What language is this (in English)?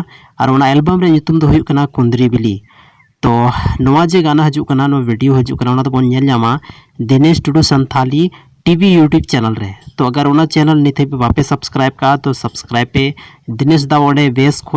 Santali